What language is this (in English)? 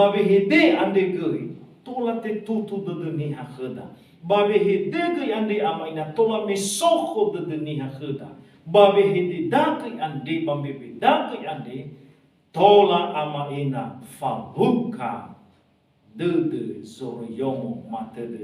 Nias